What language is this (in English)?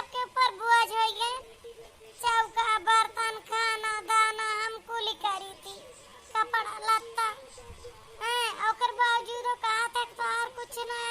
Awadhi